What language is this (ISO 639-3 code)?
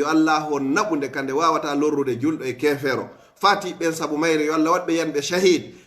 ful